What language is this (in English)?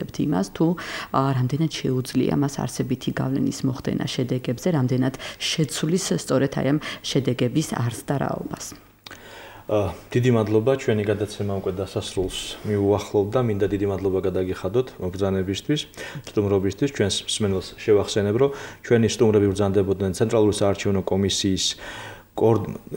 Georgian